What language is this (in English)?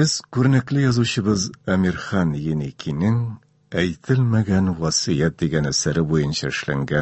Tatar